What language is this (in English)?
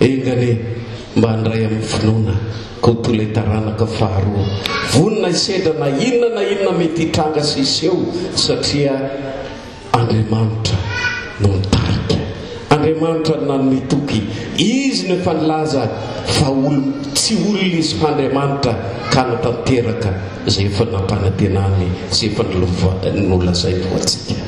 Malagasy